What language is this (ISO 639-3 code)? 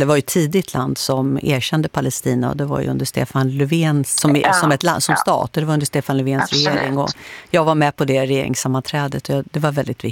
swe